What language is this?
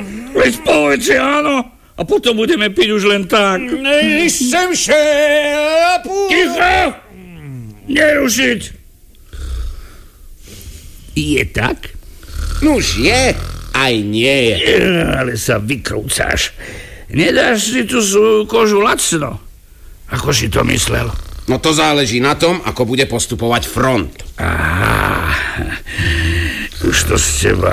Slovak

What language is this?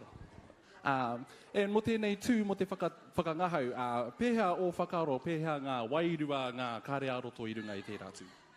Māori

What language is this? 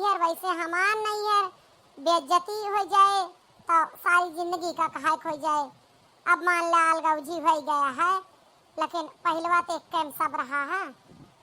Awadhi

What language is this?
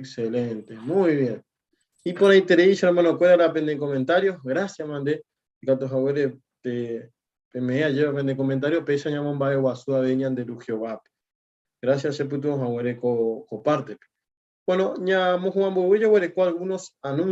Guarani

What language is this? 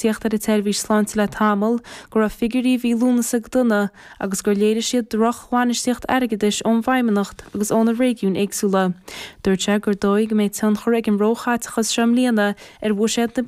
Irish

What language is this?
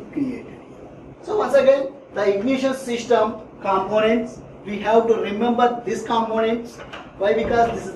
English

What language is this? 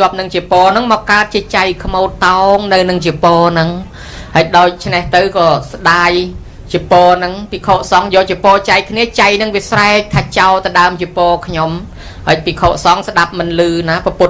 Khmer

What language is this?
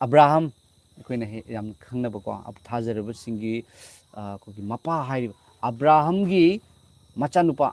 Manipuri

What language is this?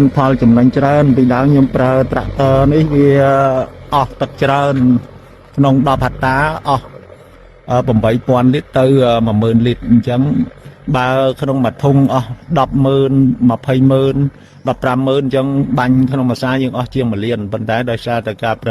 Khmer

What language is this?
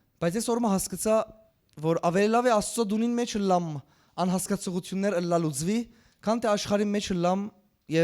Western Armenian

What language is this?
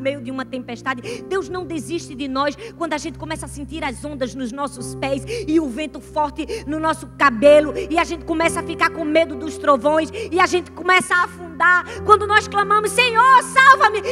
Portuguese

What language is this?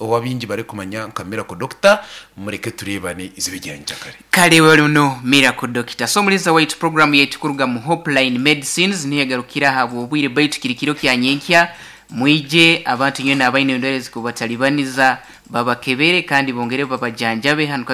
Nyankole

